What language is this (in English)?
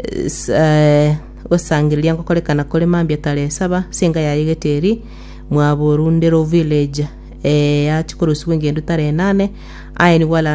Gusii